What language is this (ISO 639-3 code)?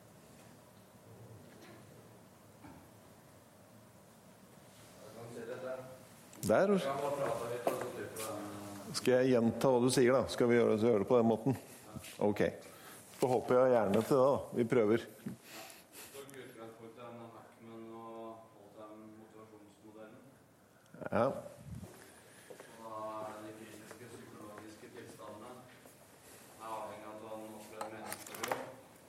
nor